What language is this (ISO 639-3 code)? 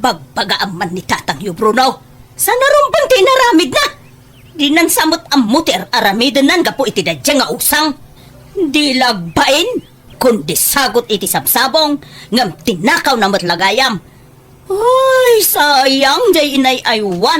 ilo